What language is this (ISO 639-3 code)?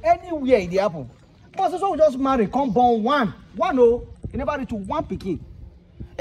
pcm